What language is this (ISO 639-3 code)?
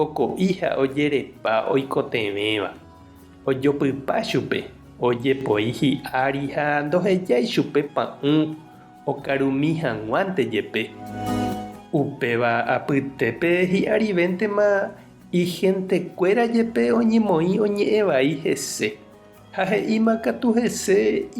grn